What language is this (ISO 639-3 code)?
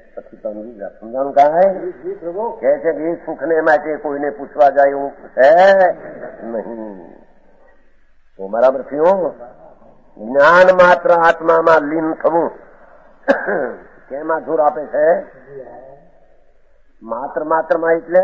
guj